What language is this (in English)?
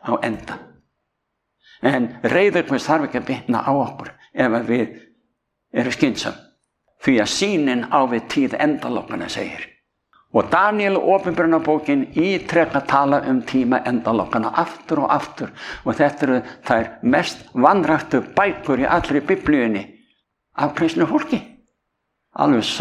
Icelandic